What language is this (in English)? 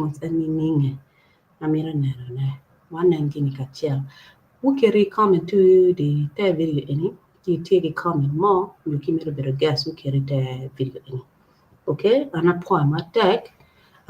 Acoli